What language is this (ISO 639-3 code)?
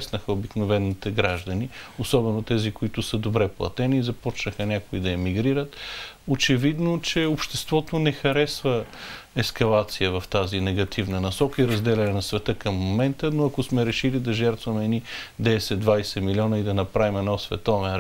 bul